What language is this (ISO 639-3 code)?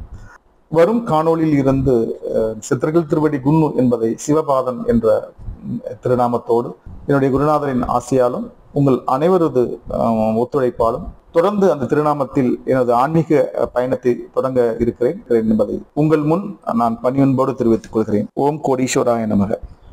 tam